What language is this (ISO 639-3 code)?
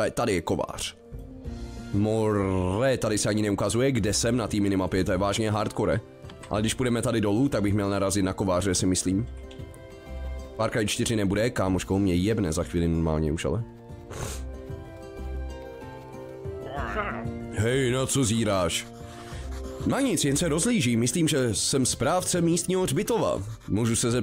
ces